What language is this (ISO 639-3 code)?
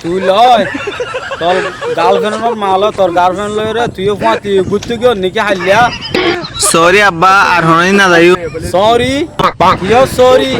rhg